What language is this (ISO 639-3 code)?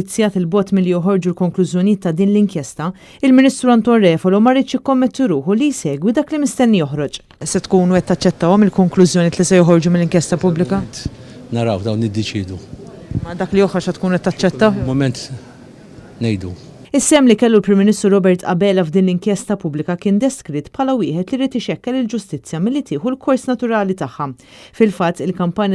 mlt